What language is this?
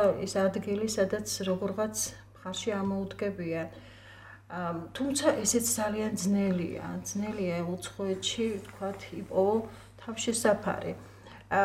Georgian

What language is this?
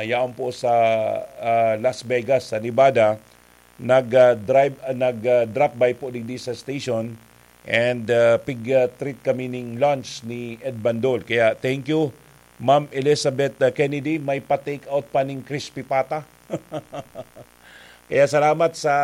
Bikol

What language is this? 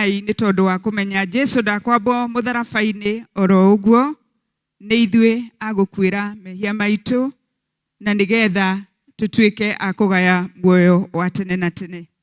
Kikuyu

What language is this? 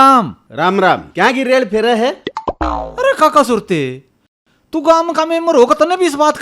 Haryanvi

